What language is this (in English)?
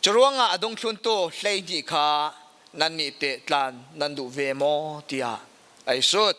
Falam Chin